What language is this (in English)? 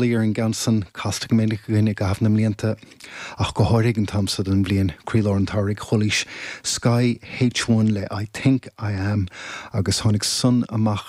Irish